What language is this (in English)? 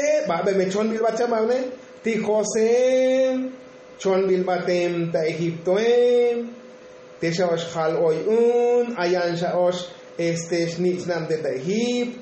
Tzotzil